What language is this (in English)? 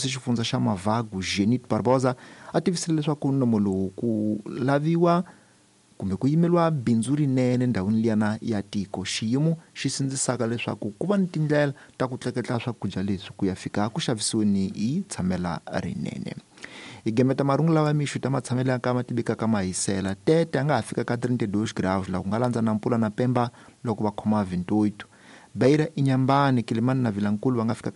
Tsonga